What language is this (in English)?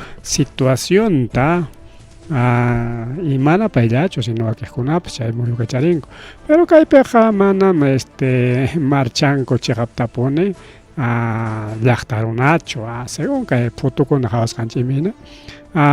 Ayacucho Quechua